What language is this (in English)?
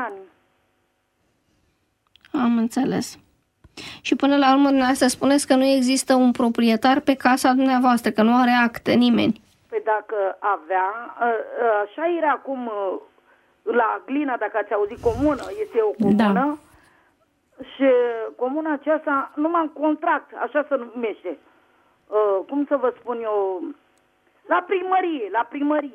Romanian